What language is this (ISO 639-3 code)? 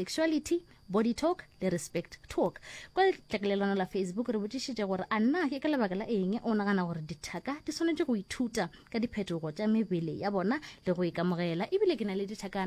nso